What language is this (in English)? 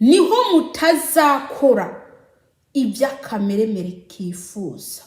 Kinyarwanda